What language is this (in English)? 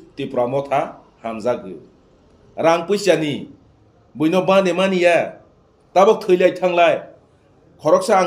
Kok Borok